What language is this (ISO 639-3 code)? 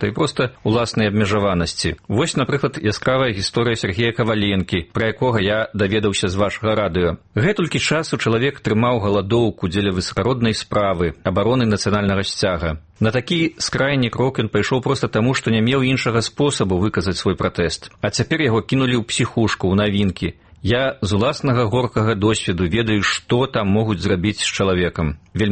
bel